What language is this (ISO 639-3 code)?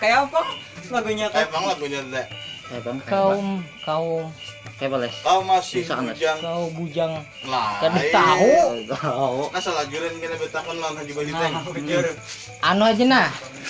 bjn